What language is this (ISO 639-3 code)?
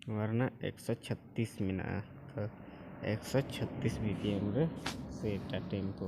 sat